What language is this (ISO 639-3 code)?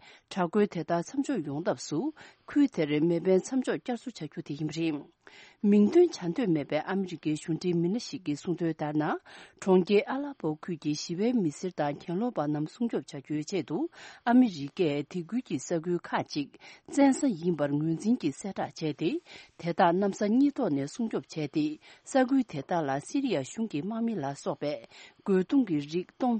bod